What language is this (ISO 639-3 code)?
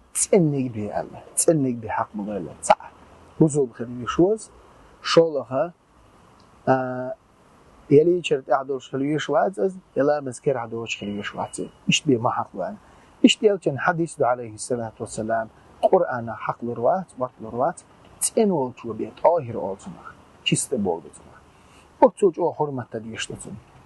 che